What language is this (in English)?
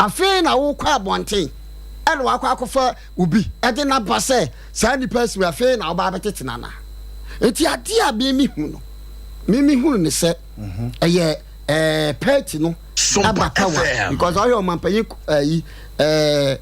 Akan